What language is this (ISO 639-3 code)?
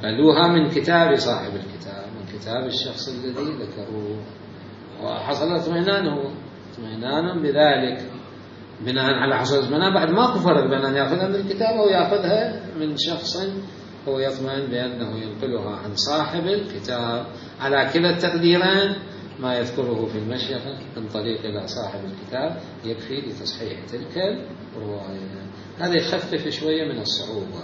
acm